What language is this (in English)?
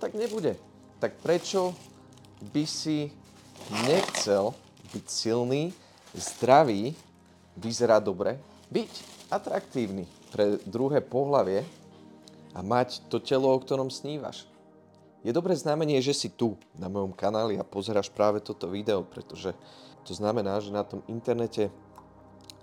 Slovak